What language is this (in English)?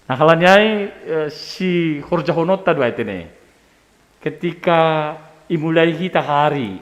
Batak Simalungun